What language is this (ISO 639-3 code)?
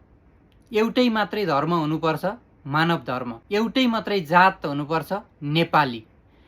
nep